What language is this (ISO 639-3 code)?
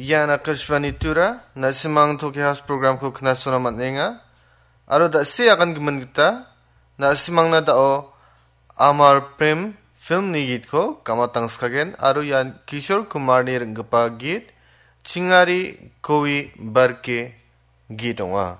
grt